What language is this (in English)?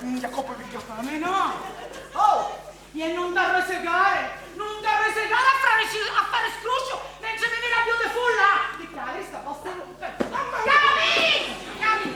Sicilian